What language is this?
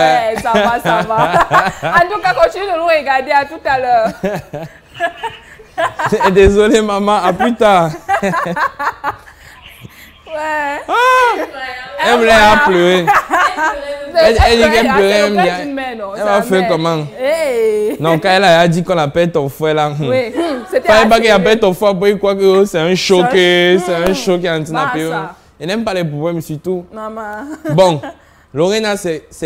French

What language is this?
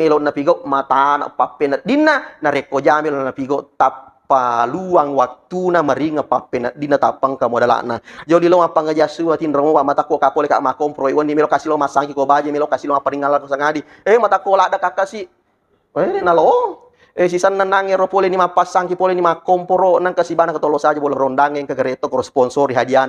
Buginese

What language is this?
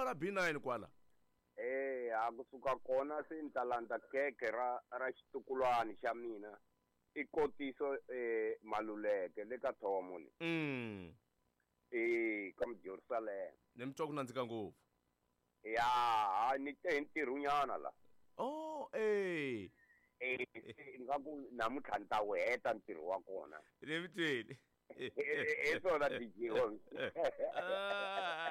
Tsonga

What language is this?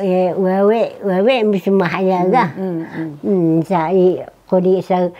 Taroko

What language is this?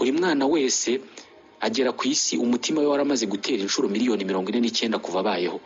Kinyarwanda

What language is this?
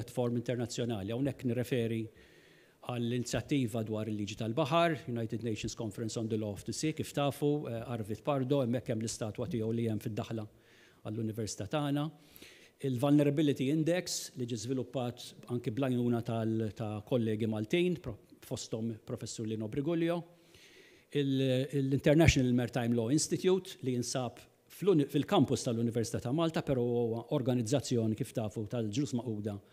Maltese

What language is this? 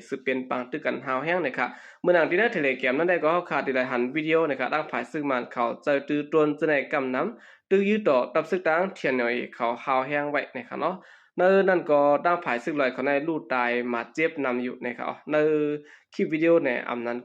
Shan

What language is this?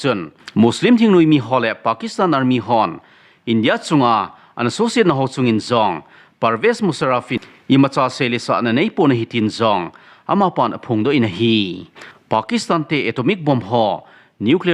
Thado Chin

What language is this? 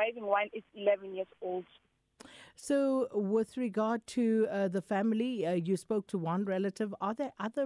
English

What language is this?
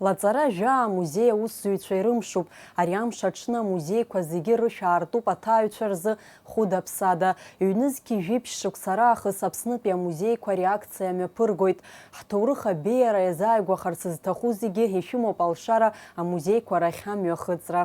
Abkhazian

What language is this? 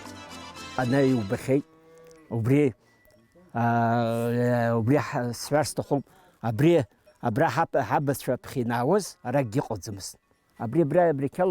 Abkhazian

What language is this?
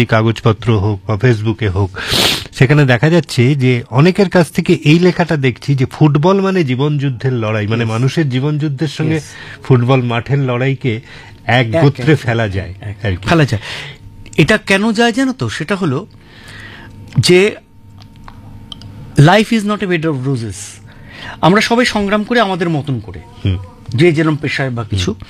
Bangla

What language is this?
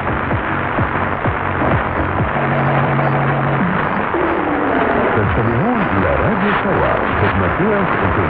Arabic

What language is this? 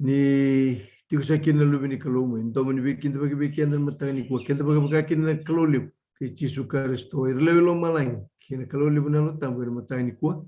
Fijian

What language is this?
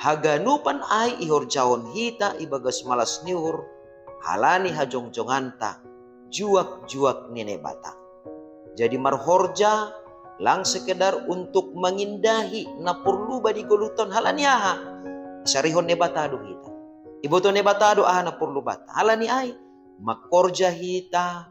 Batak Simalungun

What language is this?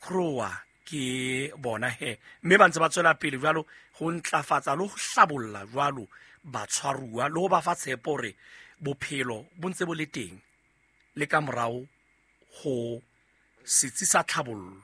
Southern Sotho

